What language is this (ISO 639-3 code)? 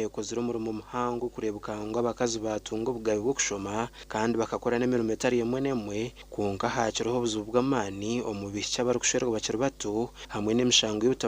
nyn